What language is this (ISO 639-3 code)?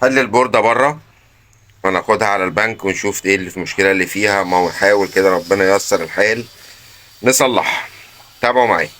arz